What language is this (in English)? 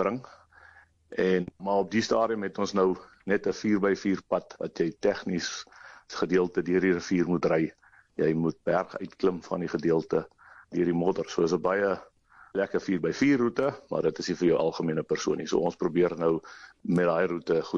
Afrikaans